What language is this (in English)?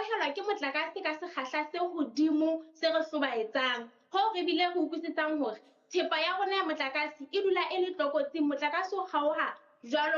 Southern Sotho